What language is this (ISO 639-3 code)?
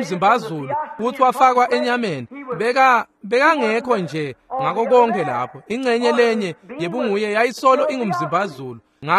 ssw